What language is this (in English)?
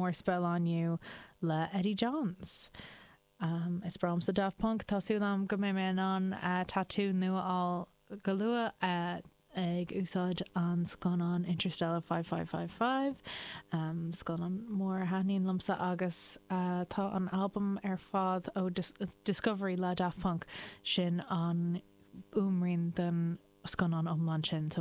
Irish